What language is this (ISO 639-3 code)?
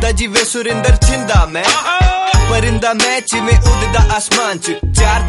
pan